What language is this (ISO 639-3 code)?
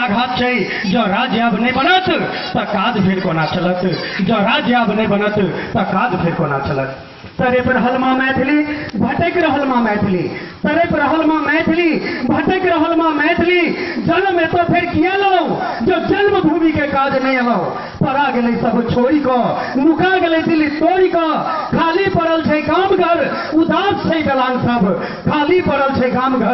mai